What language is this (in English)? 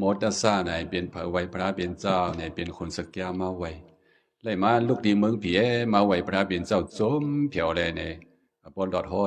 Shan